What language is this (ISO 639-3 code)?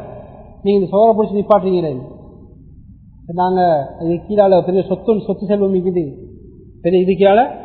tam